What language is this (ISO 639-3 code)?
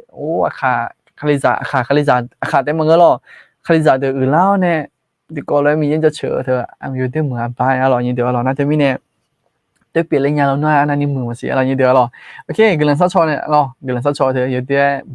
ahk